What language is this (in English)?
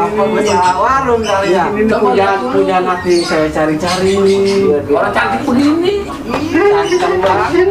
Betawi